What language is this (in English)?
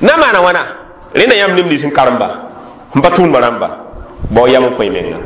Mossi